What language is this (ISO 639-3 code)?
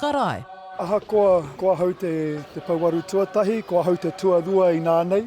mri